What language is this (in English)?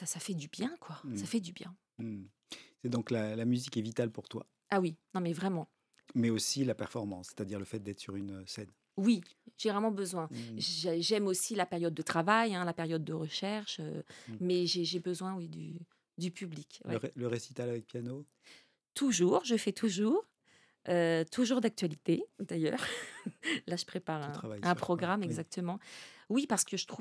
French